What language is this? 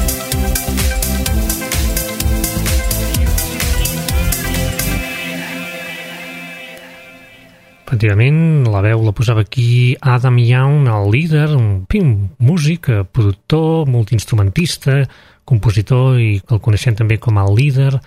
Catalan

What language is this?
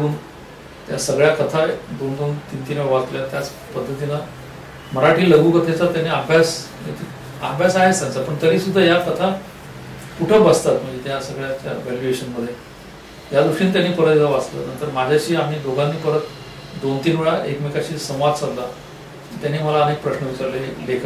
Marathi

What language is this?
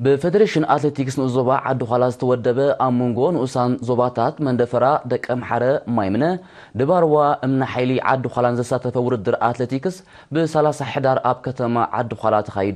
Tigrinya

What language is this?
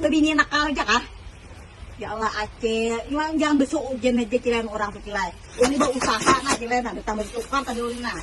Banjar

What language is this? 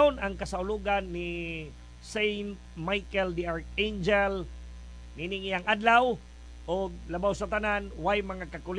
Cebuano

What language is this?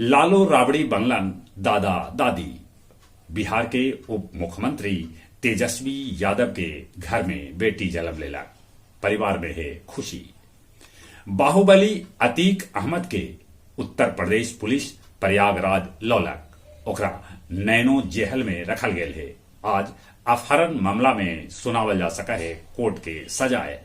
Magahi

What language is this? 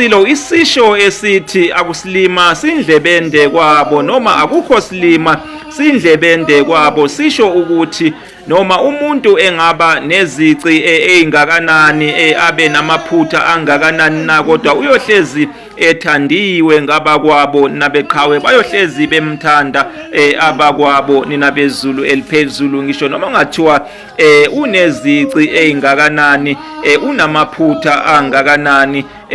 Zulu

